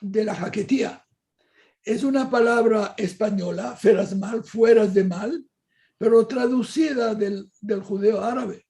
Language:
Ladino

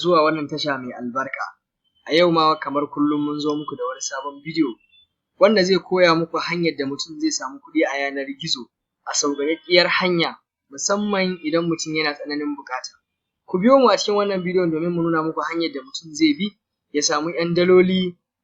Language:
Hausa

